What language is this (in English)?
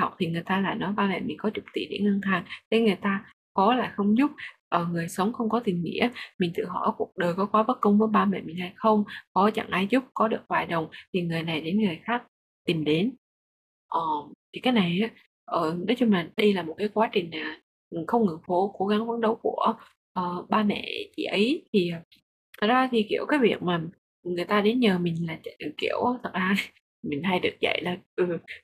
Vietnamese